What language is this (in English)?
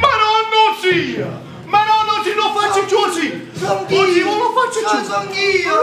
Neapolitan